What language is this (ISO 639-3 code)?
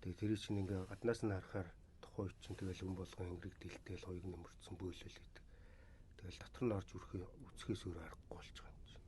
mon